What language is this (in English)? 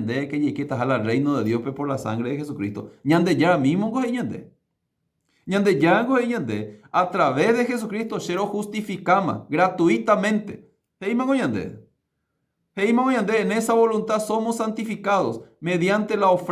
Guarani